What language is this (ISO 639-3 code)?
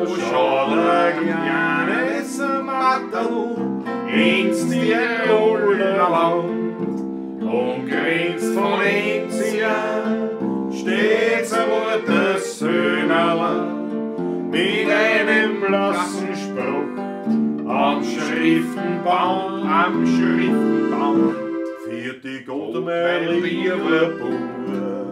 bar